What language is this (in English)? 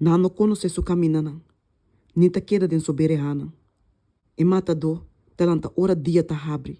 Papiamento